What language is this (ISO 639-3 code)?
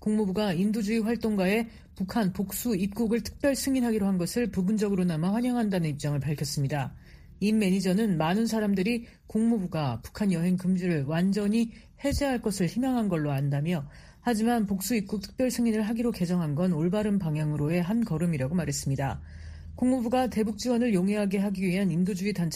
kor